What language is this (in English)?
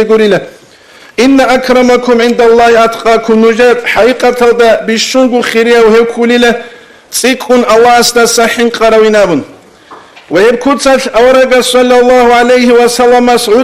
Avaric